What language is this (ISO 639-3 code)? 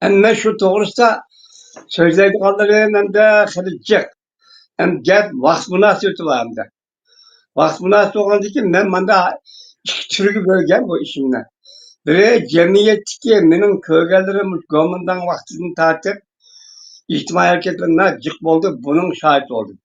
uig